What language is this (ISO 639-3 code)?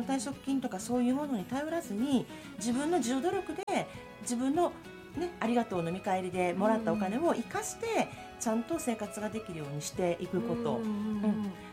jpn